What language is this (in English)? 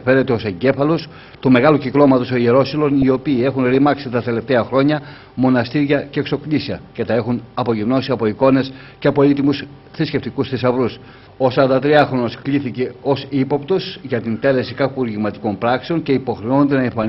Greek